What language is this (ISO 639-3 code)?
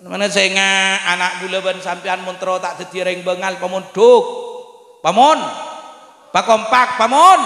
mad